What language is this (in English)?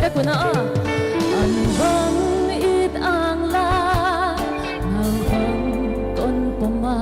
Paite Chin